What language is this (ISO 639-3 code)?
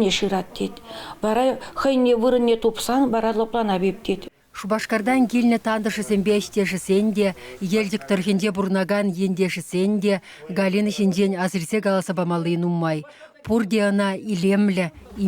chv